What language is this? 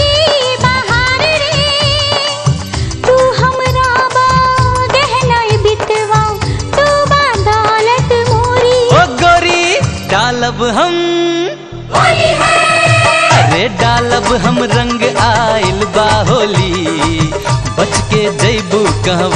Bhojpuri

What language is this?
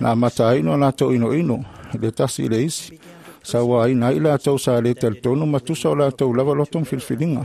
Samoan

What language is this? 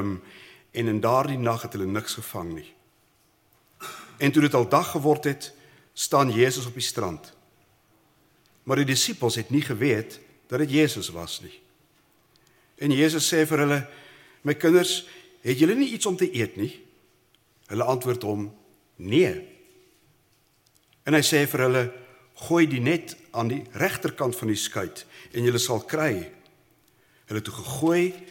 Afrikaans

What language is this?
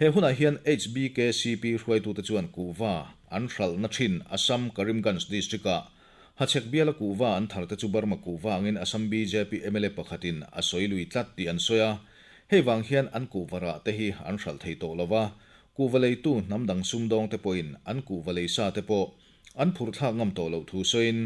Mizo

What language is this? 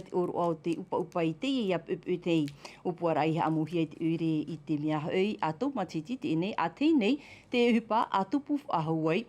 Tahitian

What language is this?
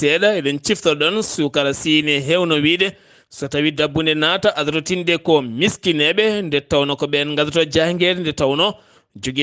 Fula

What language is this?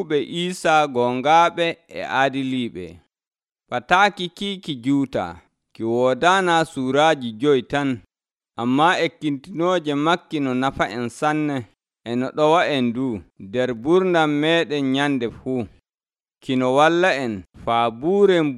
Nigerian Fulfulde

